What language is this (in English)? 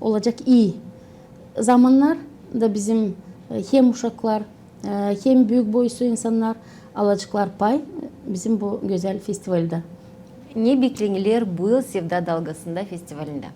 Gagauz